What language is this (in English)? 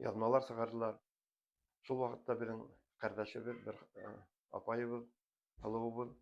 Bashkir